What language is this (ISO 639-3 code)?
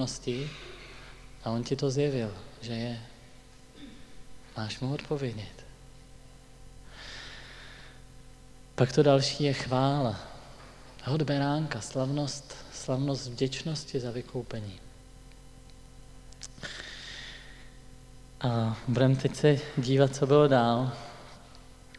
ces